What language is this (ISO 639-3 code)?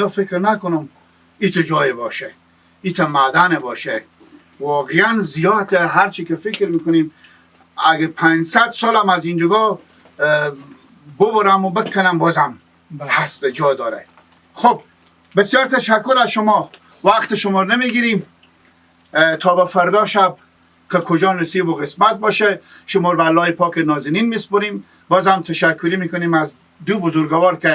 fas